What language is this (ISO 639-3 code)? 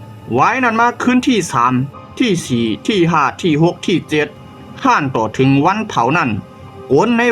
shn